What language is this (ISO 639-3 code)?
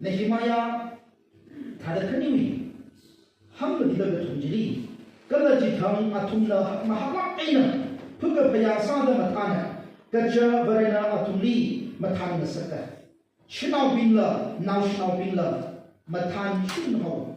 nmf